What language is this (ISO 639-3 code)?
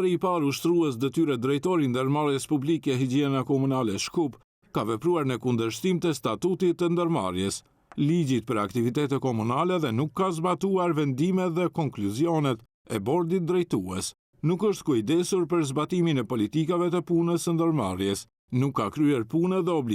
sqi